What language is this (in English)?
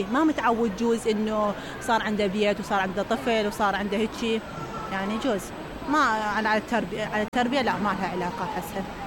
Mesopotamian Arabic